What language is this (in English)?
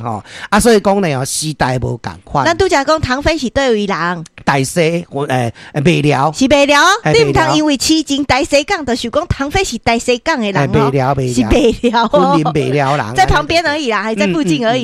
Min Nan Chinese